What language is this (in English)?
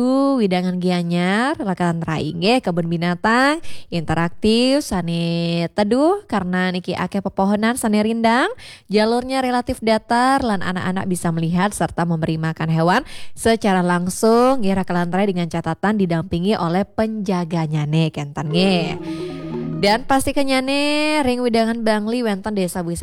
Balinese